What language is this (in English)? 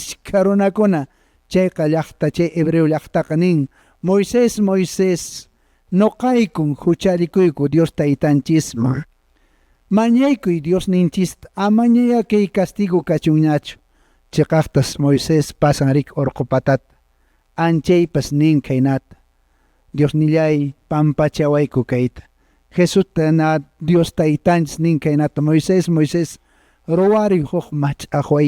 Quechua